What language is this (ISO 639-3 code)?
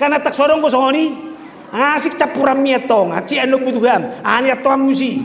bbc